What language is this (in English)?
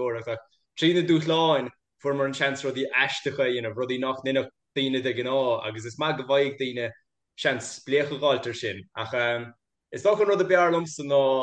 Irish